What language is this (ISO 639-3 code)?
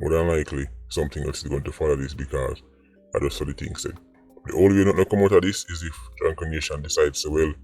jam